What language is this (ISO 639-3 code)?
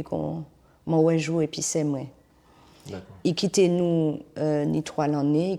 gcf